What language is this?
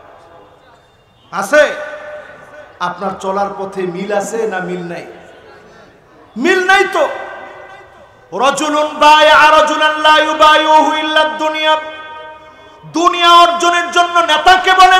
Bangla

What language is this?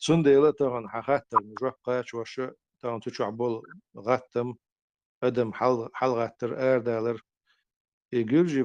Chechen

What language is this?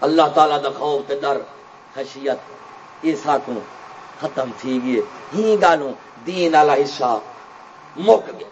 Saraiki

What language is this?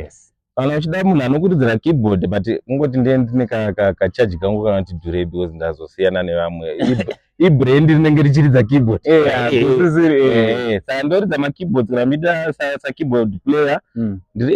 Shona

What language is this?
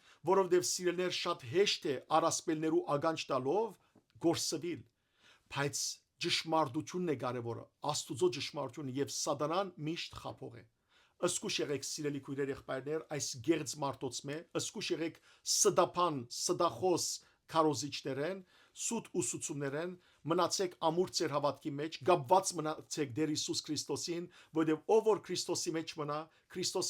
Western Armenian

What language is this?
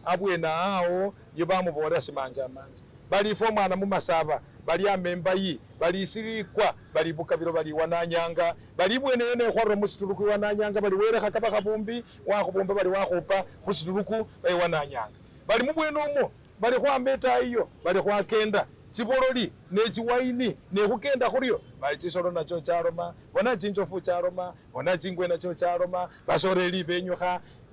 Masaaba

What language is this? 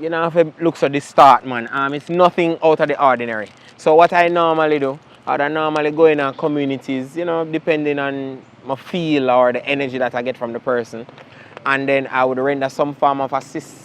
Jamaican Creole English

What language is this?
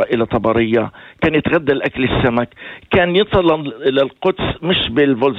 North Levantine Arabic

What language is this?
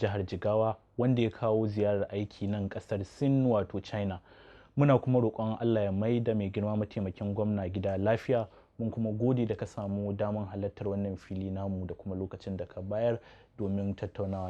Hausa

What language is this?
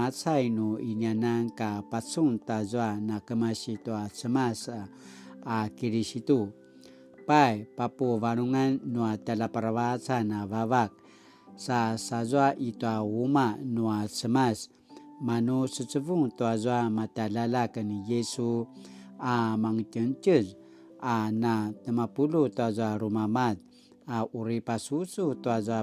Paiwan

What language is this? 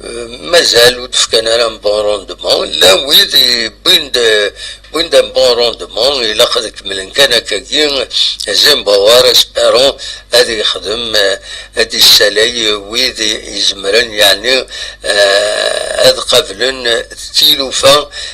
Kabyle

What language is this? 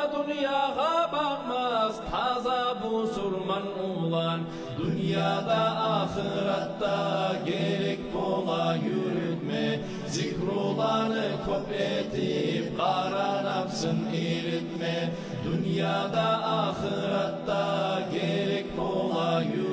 Kumyk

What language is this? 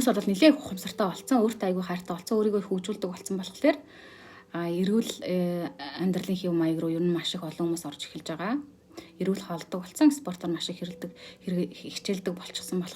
Mongolian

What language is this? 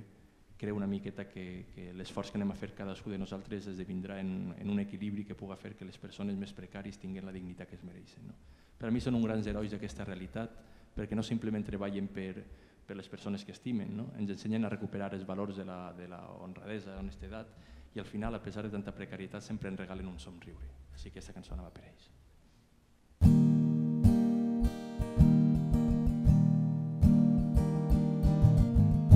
Catalan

